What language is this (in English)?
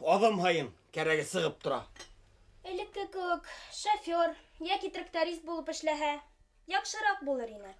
Bashkir